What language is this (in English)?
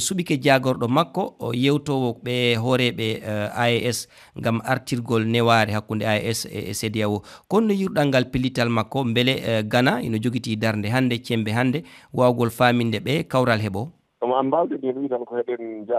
Fula